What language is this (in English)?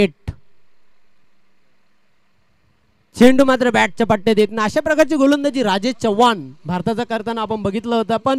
Marathi